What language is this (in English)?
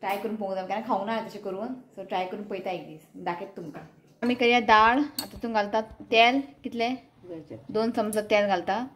Konkani